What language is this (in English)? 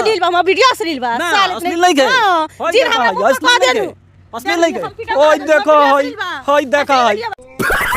Bhojpuri